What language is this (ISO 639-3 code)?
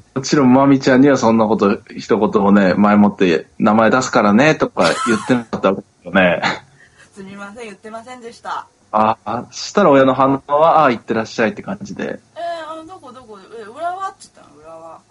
jpn